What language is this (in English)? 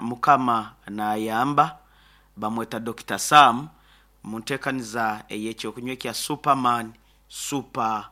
Nyankole